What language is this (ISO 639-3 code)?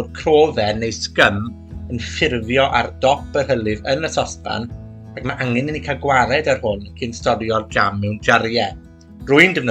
cym